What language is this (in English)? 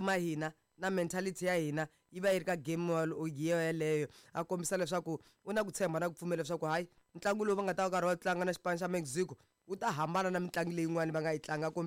Tsonga